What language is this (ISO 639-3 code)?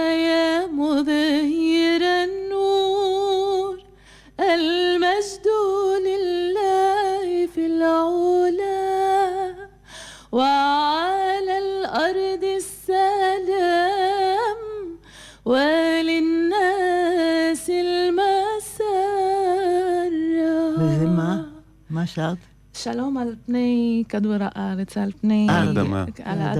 heb